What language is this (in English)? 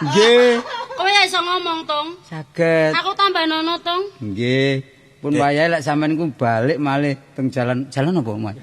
Javanese